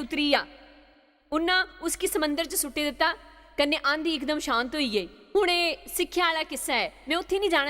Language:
Dogri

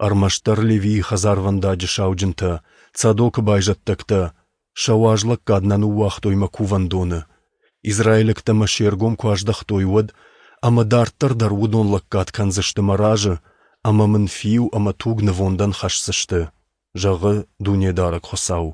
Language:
Ossetic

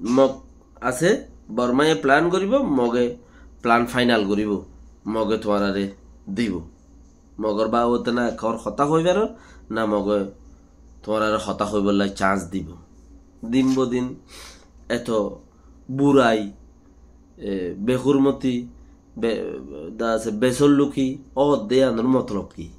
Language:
Rohingya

